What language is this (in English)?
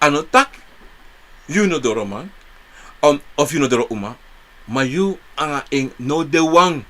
Sranan Tongo